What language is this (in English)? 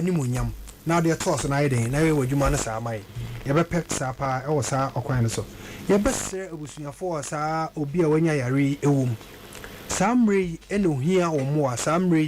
Akan